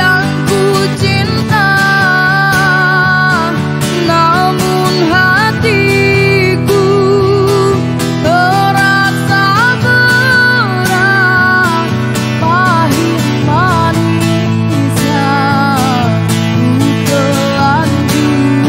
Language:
Indonesian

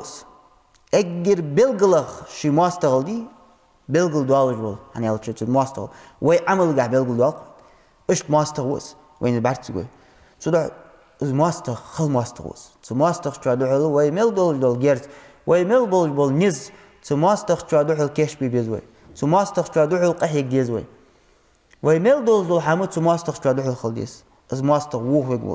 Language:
Ingush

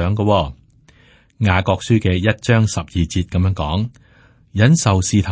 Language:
Cantonese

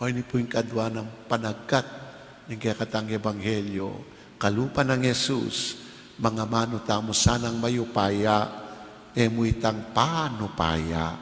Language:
Pampanga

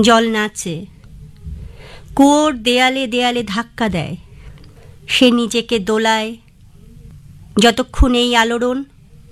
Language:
Bangla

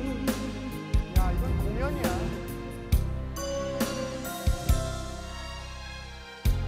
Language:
Korean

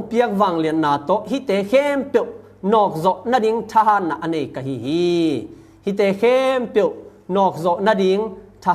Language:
Tedim Chin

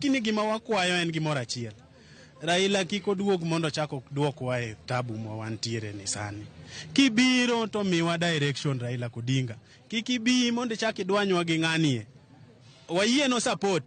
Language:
Luo (Kenya and Tanzania)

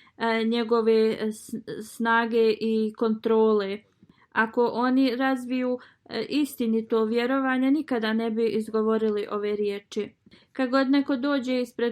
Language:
Bosnian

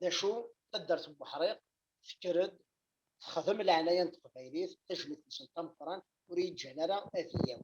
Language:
Kabyle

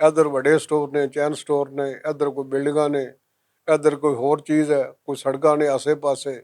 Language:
Western Panjabi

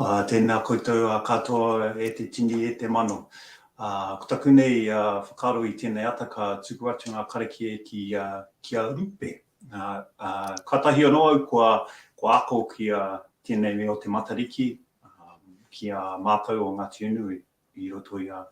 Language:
Māori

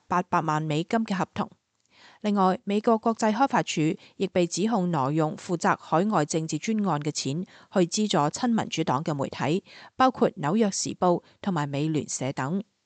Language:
Cantonese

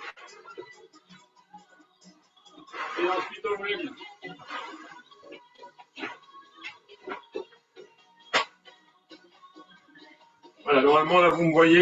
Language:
French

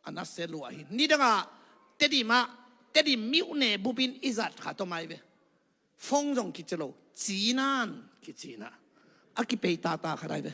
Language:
Tedim Chin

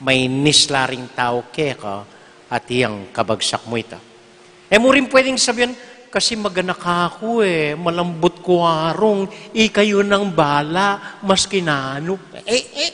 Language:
Pampanga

